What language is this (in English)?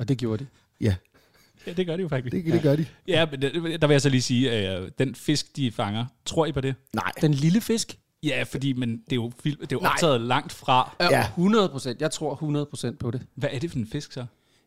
Danish